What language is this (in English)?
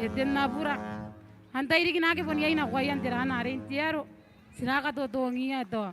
Gilbertese